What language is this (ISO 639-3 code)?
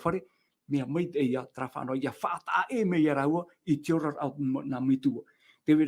tah